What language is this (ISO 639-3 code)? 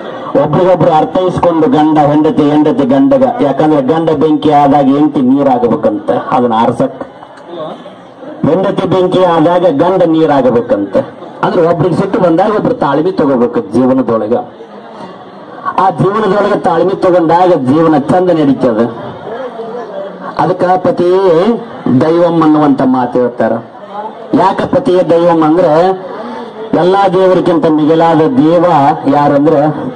kan